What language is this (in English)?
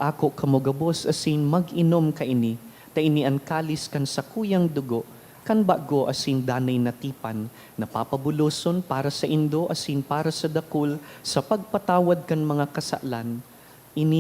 Bikol